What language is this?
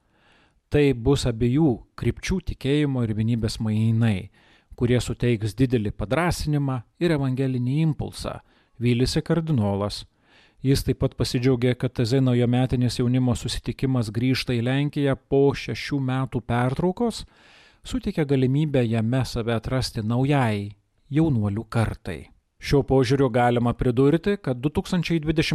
Lithuanian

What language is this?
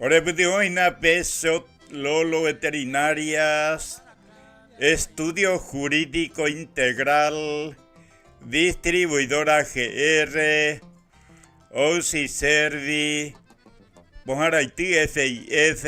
Guarani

